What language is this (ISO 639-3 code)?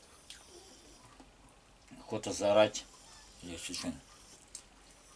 rus